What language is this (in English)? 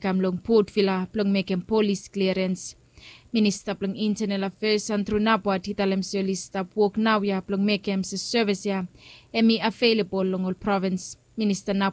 Bislama